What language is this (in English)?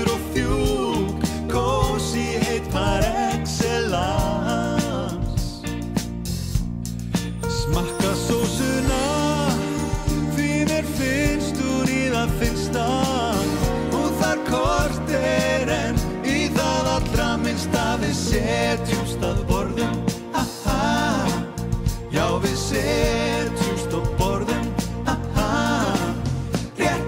Icelandic